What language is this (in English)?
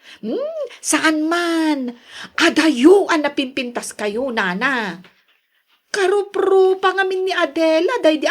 Iloko